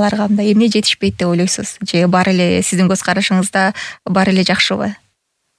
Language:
Kyrgyz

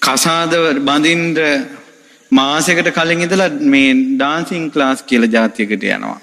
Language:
Sinhala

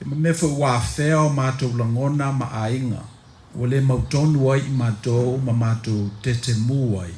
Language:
Samoan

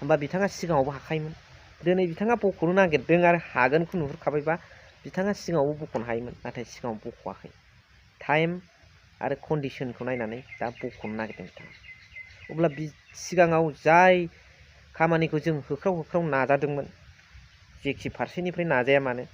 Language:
Bodo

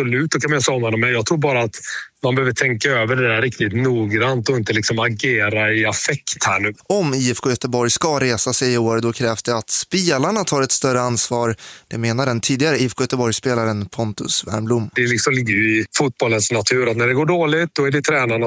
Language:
Swedish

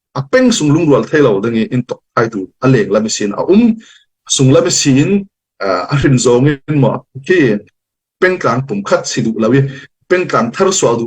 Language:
Falam Chin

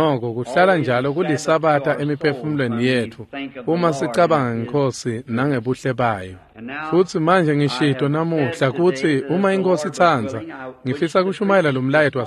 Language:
Swati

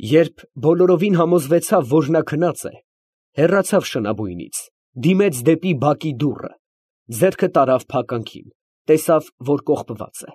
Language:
Armenian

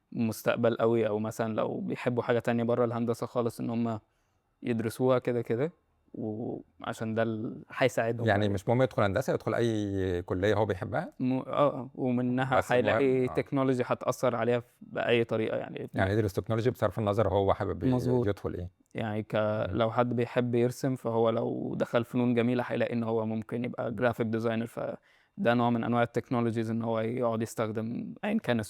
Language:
Egyptian Arabic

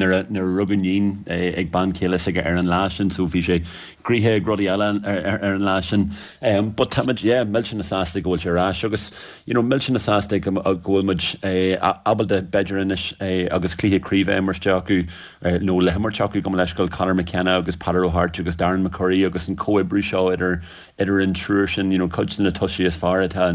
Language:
Irish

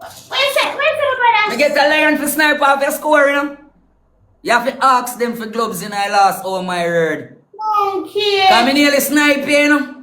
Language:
Jamaican Creole English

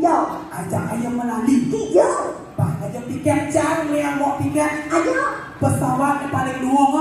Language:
Balinese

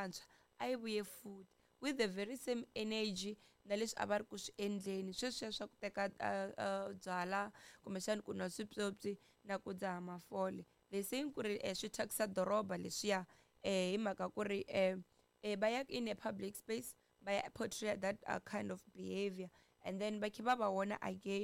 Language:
Tsonga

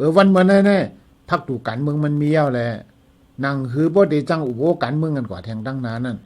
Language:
Shan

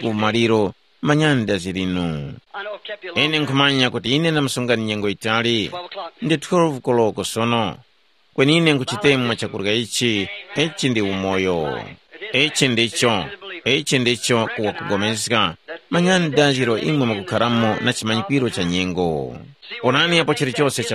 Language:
Tumbuka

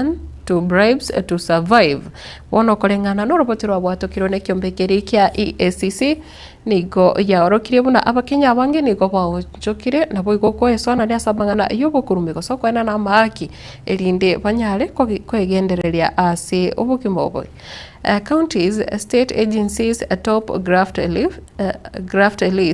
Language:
Gusii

